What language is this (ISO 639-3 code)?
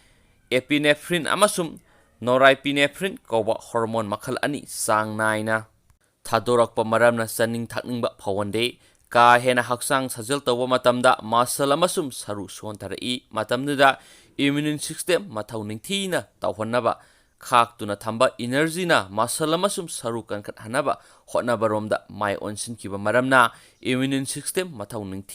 mni